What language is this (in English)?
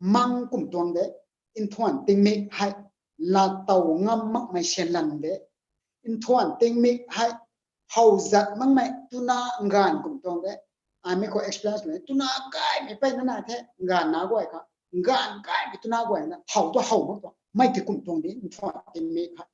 Rongmei Naga